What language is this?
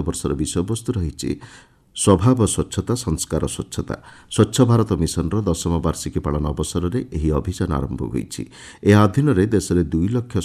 Odia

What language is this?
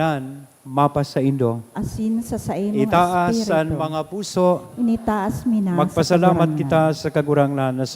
Bikol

